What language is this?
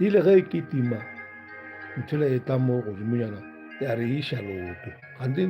Northern Sotho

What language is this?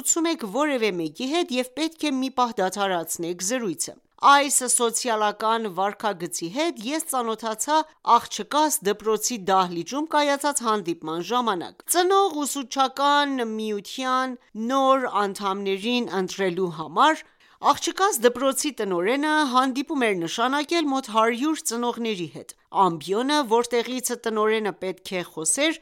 Armenian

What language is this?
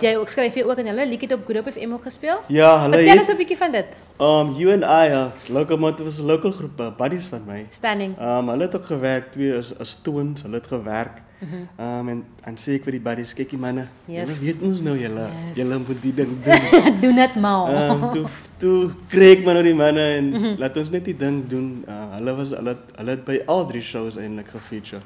Afrikaans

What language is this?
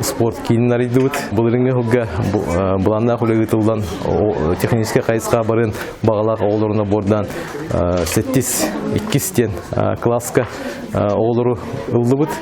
Yakut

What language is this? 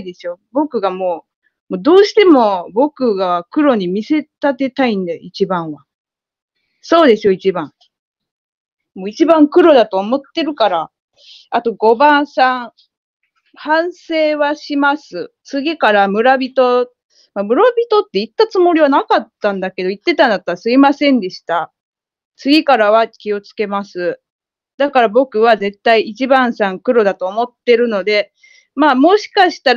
Japanese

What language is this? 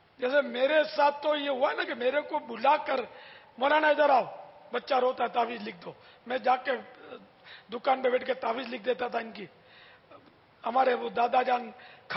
Urdu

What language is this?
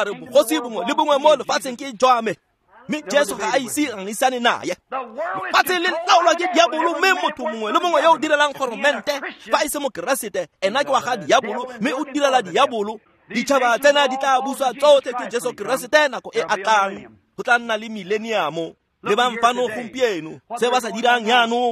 Tswana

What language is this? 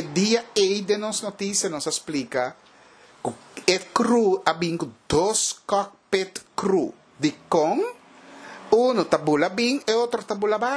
Papiamento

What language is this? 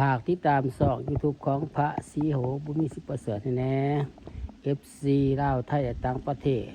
Lao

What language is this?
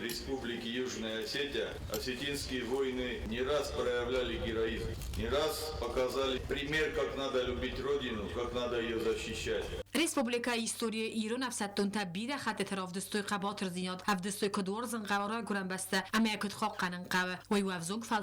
Ossetic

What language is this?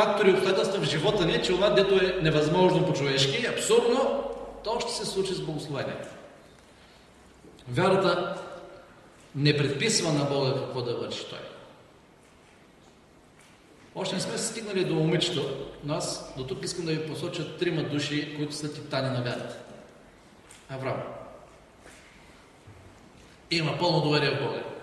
Bulgarian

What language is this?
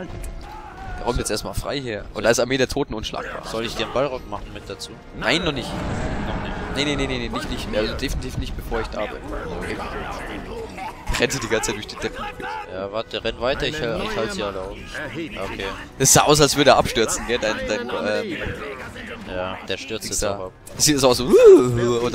German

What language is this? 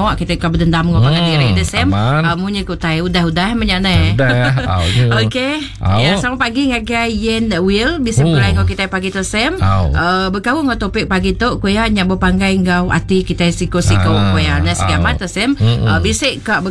Iban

